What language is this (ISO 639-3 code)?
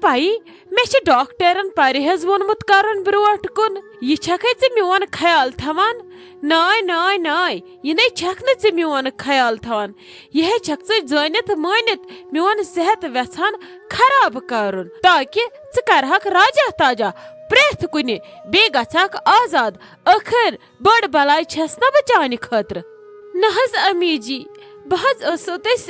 kas